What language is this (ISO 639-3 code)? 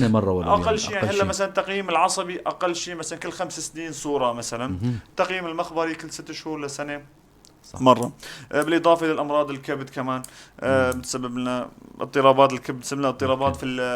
apc